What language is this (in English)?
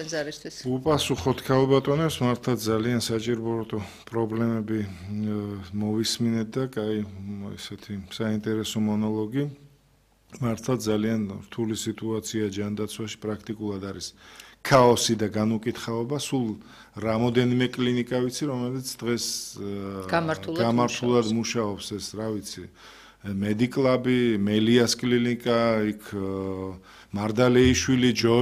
Georgian